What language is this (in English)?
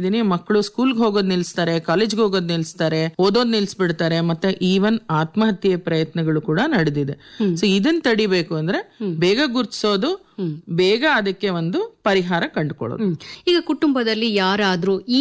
Kannada